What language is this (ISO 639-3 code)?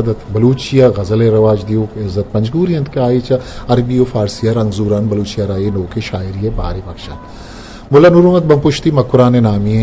bgp